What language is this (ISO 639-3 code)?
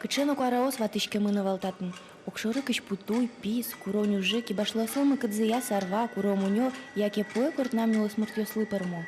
udm